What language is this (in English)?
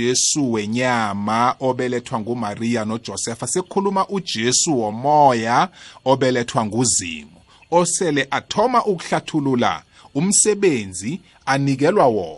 South Ndebele